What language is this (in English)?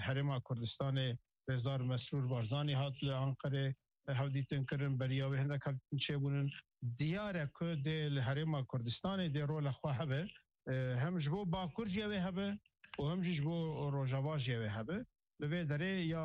Kurdish